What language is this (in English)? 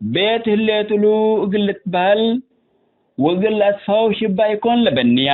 Tigre